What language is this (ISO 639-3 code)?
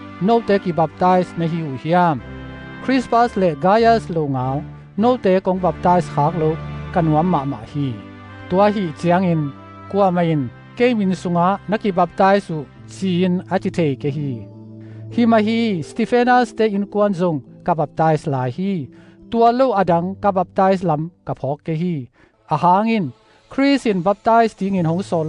ctd